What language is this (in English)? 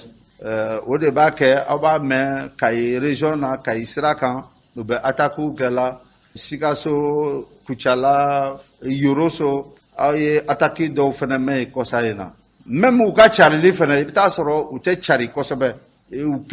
Bambara